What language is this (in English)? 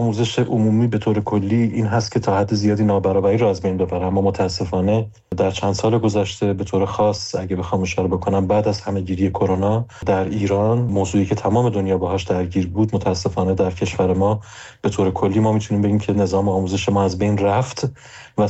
Persian